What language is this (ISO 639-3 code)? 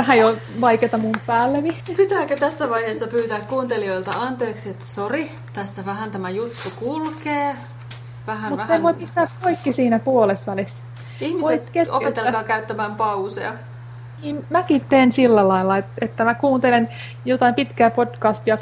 fin